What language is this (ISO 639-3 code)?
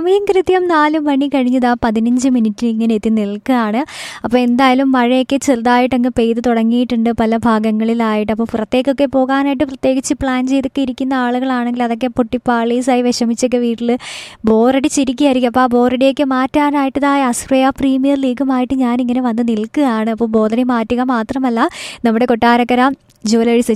mal